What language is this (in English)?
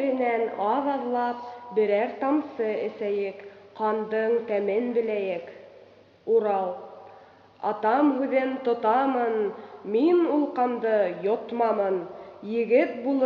Bashkir